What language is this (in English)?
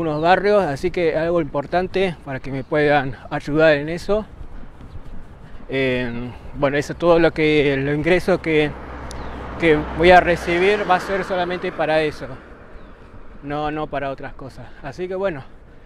Spanish